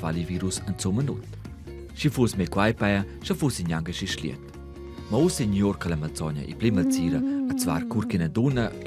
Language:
Romansh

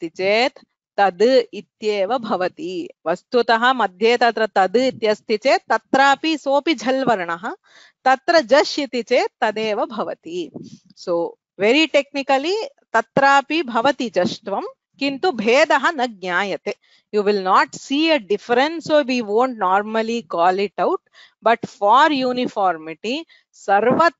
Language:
Sanskrit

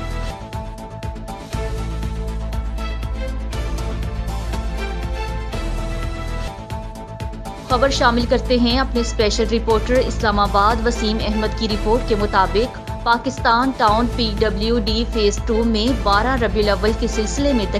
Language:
Urdu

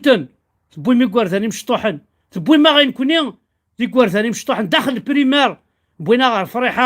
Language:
Kabyle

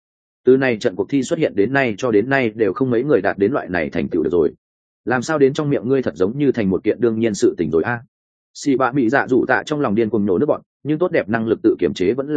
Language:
Vietnamese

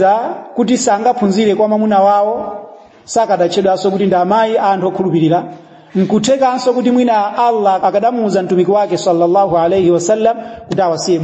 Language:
Nyanja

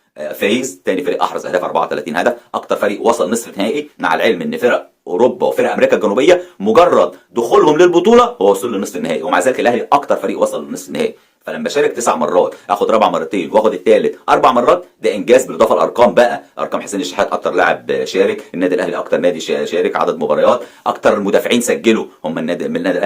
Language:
Egyptian Arabic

